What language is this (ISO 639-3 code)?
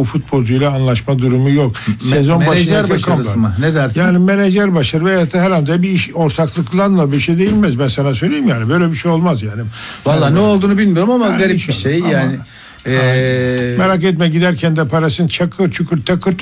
tur